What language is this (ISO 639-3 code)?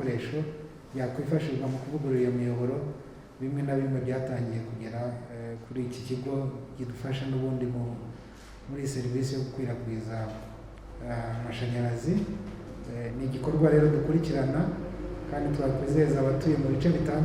kin